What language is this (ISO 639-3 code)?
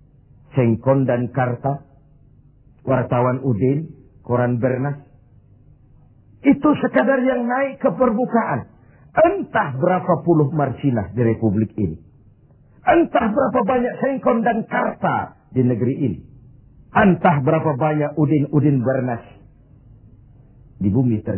ind